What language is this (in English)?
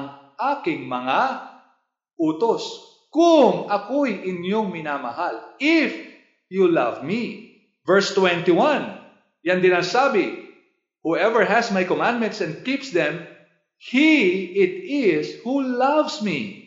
Filipino